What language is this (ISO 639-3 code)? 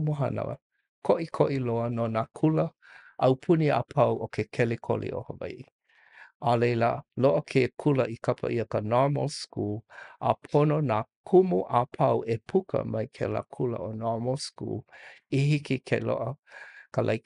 haw